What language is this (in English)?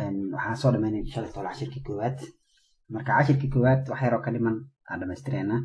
Somali